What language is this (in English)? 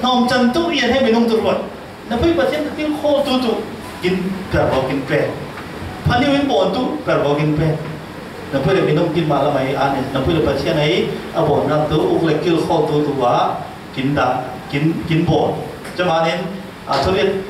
Falam Chin